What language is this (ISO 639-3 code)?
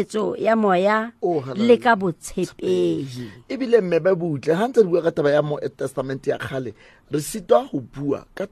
sot